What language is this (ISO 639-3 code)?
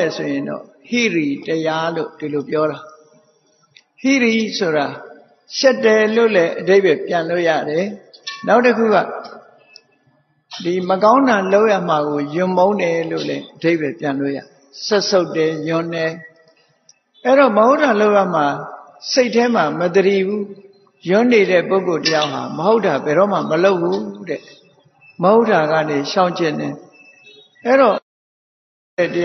mya